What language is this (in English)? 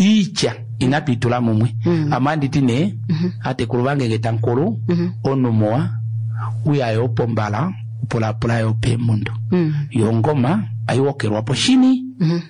Kuanyama